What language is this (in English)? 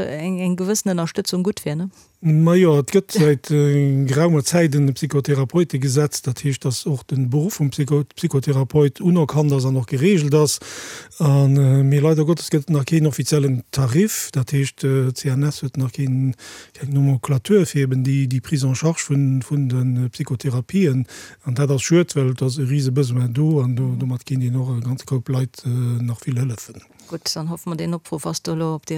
Luxembourgish